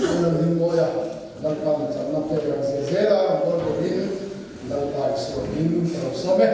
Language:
Mizo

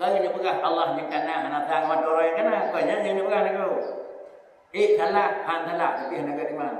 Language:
Achinese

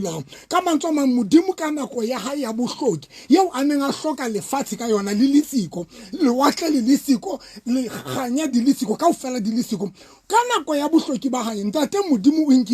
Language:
Southern Sotho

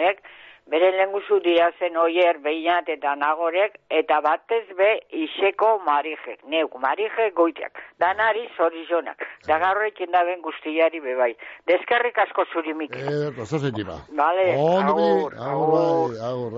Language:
Basque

